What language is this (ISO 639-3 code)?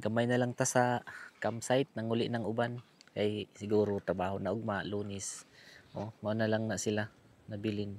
ceb